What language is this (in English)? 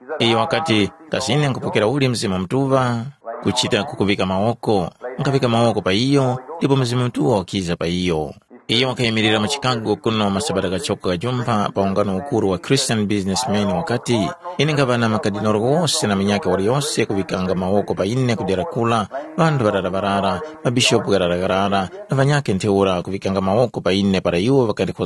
Tumbuka